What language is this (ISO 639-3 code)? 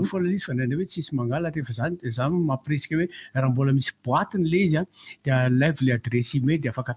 mlg